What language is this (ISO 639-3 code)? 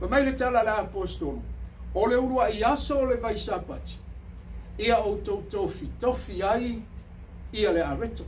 smo